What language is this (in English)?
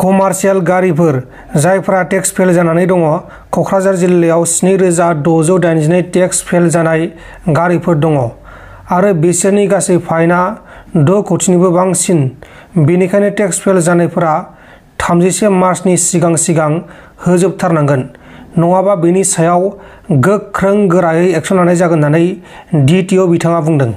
Bodo